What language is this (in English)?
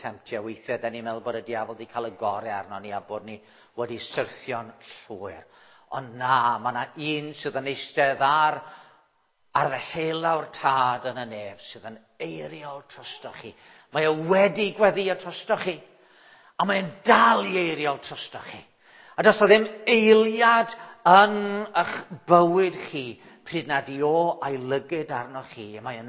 Welsh